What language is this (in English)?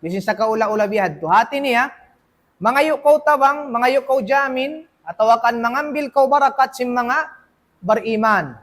Tausug